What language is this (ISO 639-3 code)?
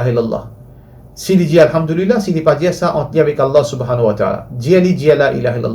mfe